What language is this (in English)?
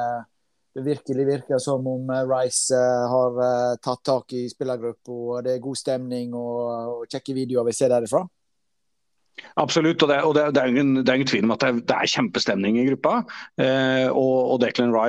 Norwegian